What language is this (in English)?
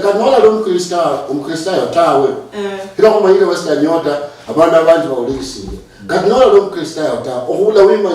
Luyia